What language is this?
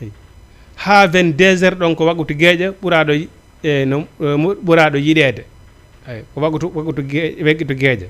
Fula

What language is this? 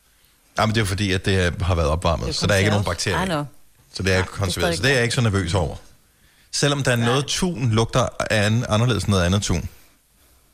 Danish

